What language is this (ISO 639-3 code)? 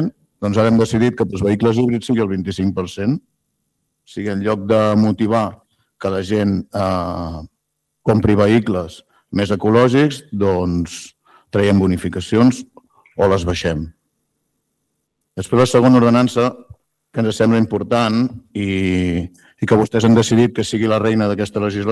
cat